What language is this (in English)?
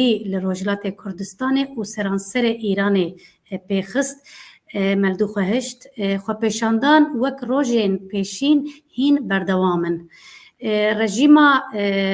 Kurdish